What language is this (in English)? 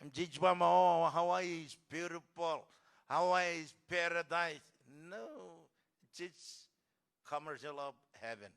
Marshallese